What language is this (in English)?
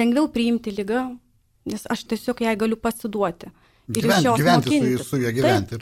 Lithuanian